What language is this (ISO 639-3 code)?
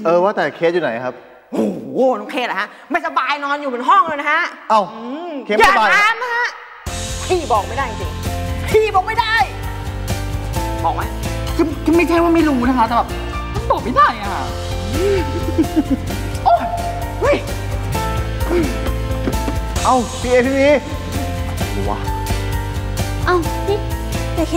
tha